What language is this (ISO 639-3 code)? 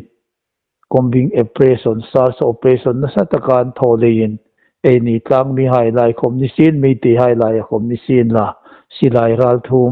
hmr